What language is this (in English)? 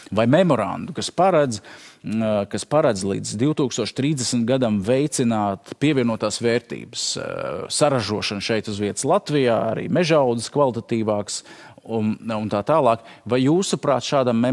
Latvian